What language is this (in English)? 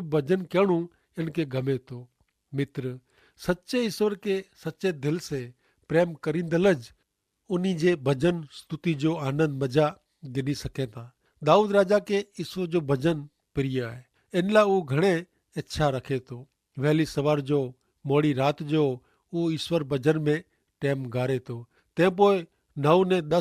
Kachhi